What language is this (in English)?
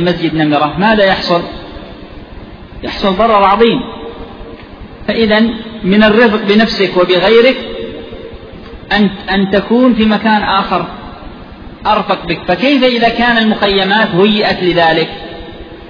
Arabic